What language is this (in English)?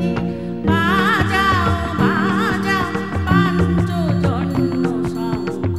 Bangla